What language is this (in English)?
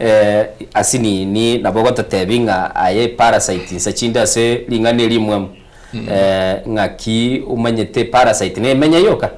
Gusii